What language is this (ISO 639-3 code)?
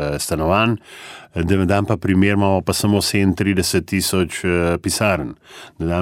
slv